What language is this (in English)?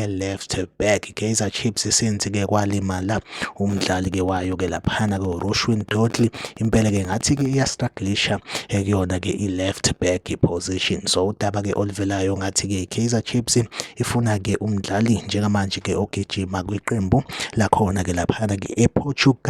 Zulu